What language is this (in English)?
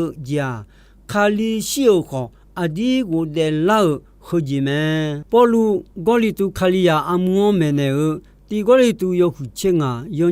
Akha